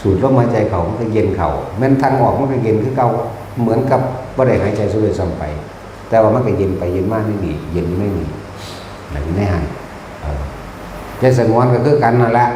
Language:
Northeastern Thai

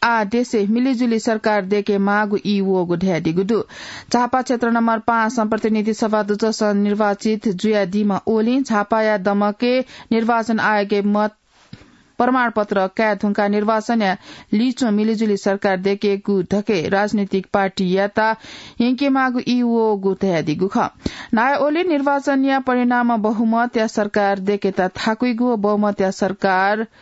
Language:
Newari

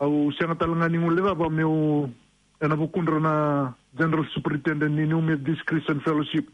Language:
Fijian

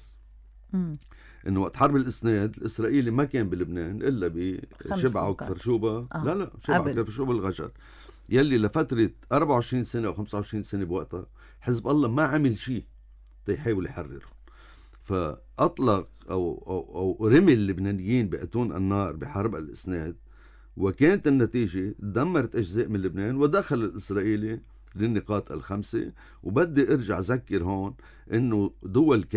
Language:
North Levantine Arabic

